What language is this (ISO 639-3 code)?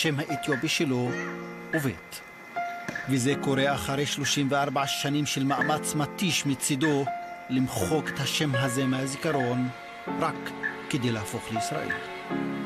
heb